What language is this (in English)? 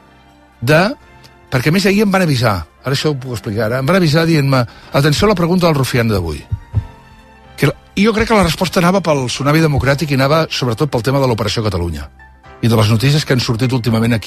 Catalan